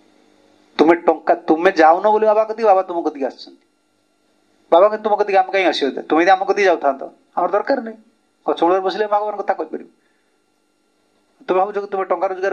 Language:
Odia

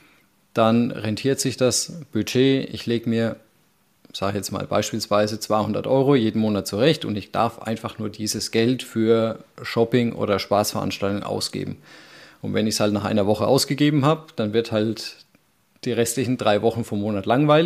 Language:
German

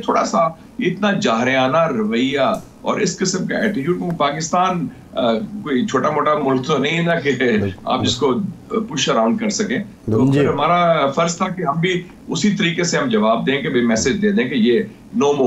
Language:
Urdu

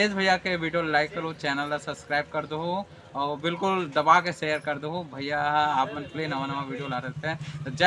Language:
Chhattisgarhi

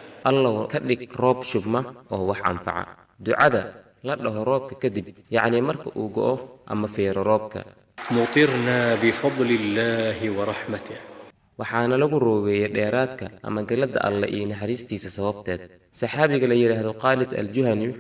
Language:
Somali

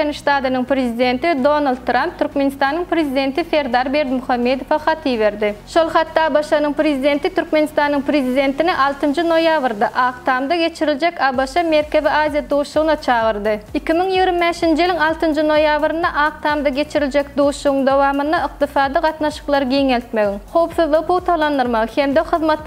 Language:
Turkmen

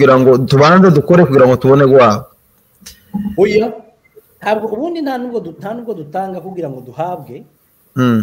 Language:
Kinyarwanda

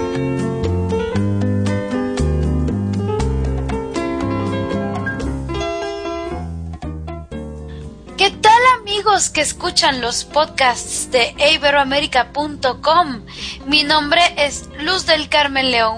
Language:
Spanish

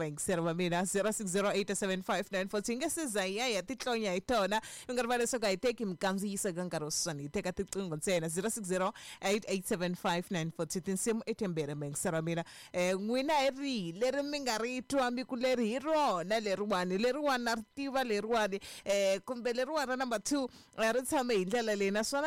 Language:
Tsonga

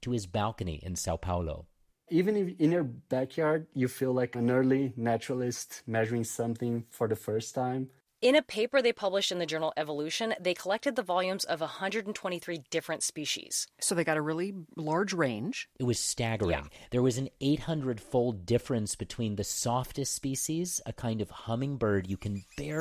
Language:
English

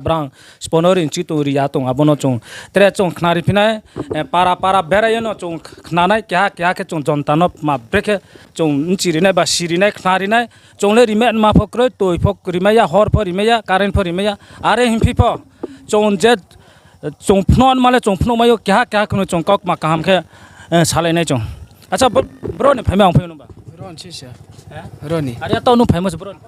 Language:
Riang (India)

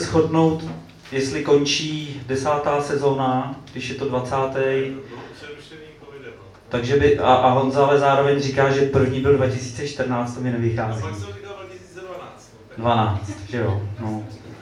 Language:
Czech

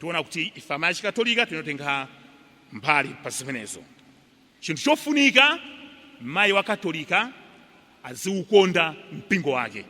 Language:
Nyanja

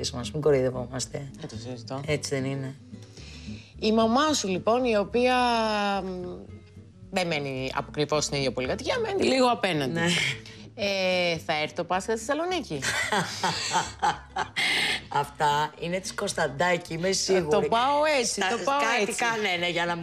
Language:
Greek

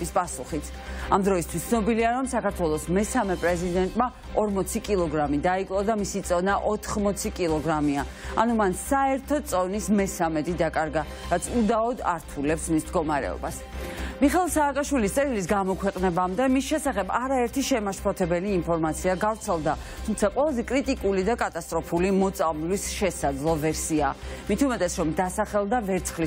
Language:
Georgian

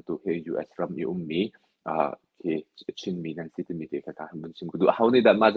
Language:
Hakha Chin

